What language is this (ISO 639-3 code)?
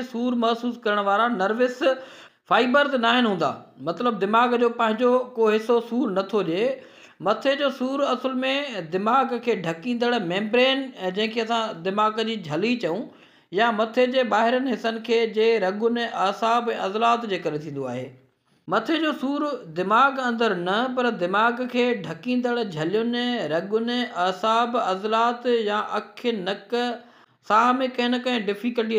snd